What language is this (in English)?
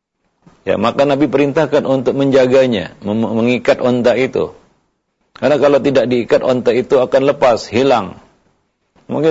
Indonesian